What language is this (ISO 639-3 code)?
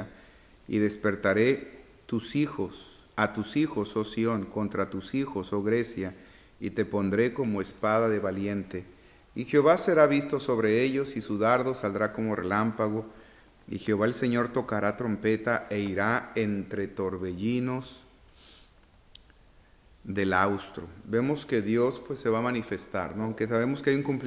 spa